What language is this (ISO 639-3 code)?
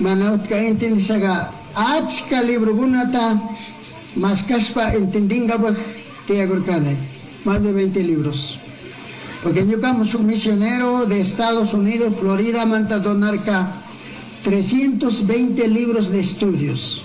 qug